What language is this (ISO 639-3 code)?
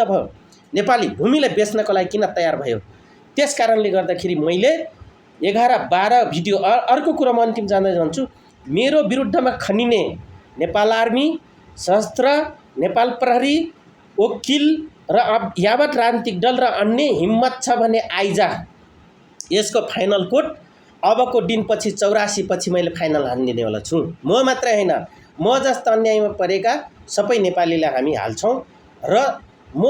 nep